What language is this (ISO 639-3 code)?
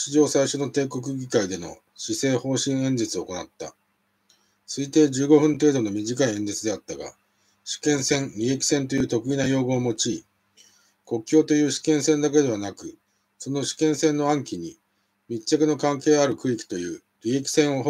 jpn